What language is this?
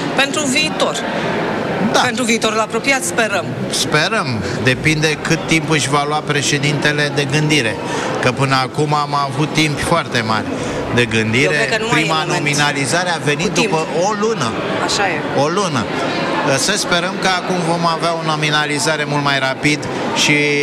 Romanian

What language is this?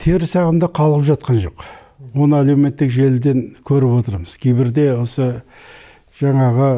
Kazakh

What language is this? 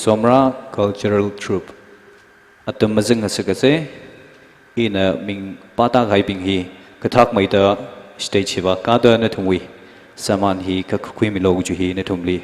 Tangkhul Naga (India)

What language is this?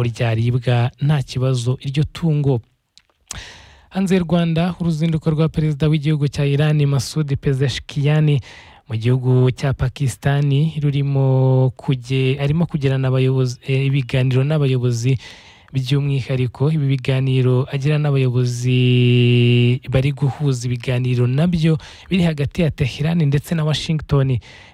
Kinyarwanda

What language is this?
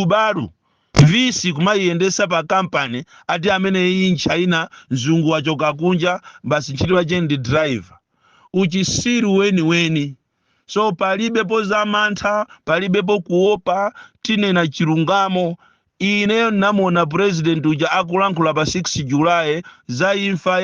Nyanja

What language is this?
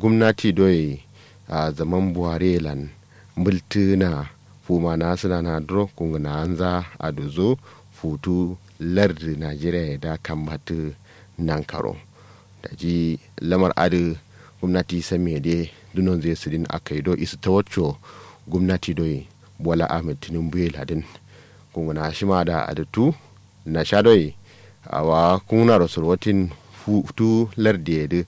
Kanuri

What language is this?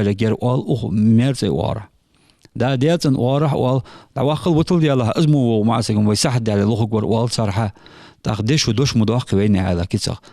Ingush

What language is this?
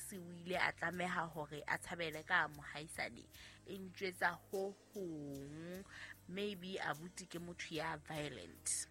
Southern Sotho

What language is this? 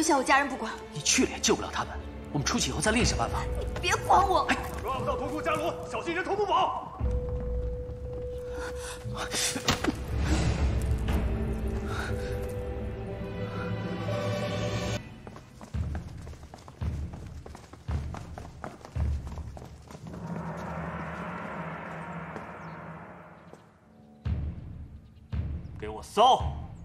Chinese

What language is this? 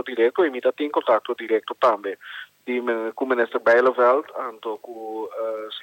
Papiamento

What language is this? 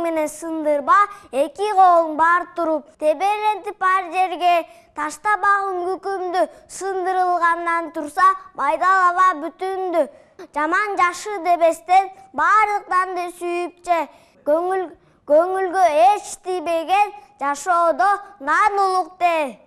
Kyrgyz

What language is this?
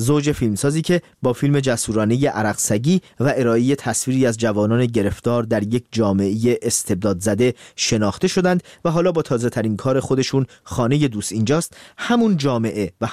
Persian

